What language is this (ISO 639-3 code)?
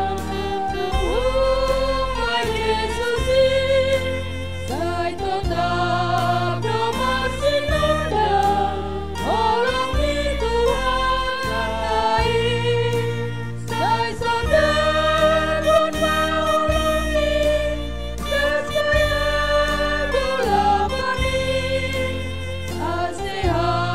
bts